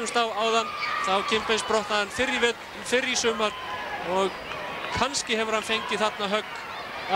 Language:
Icelandic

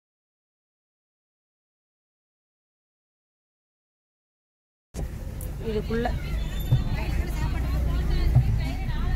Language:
Tamil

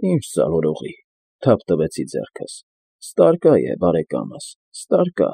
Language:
Armenian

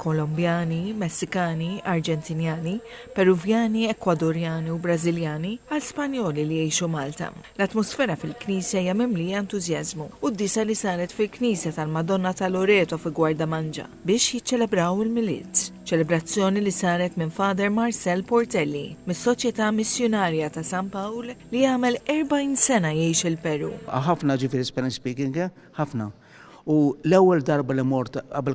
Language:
Maltese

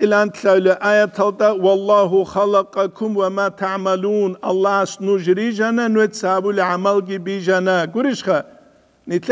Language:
Avaric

